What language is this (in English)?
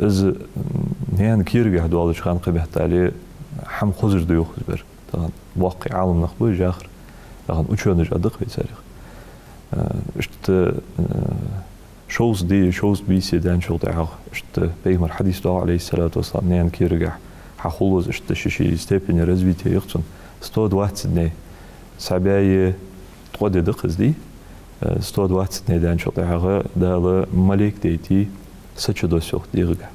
Ingush